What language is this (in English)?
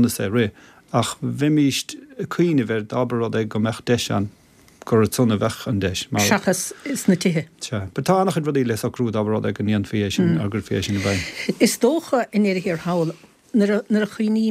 Irish